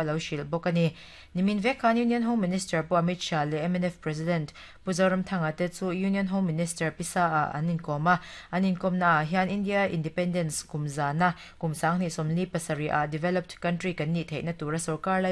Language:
Mizo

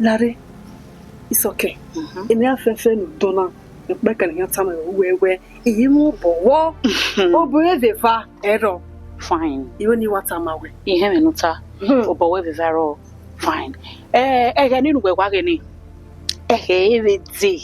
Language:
Bini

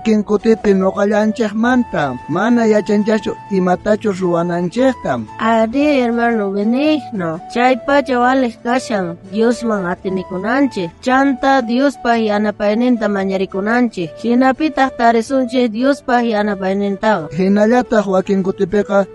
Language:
South Bolivian Quechua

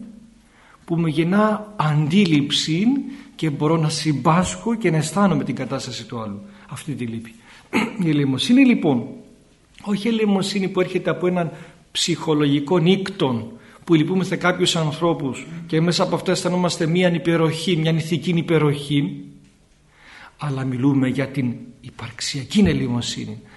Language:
Greek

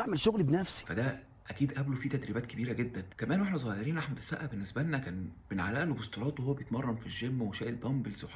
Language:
Egyptian Arabic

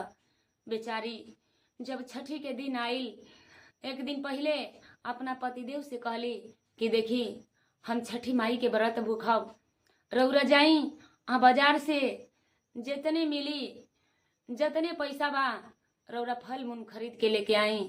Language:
Bhojpuri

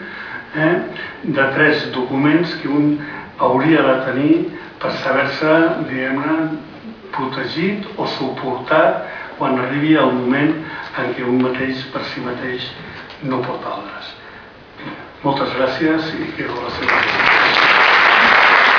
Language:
Catalan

